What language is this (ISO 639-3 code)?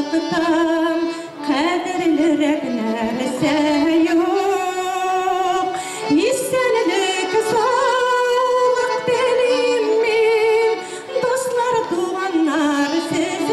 bak